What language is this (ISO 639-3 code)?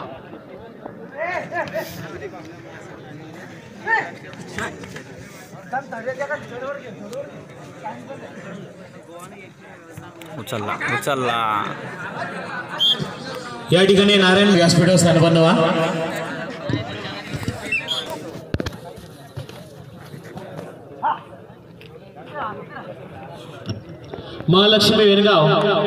mar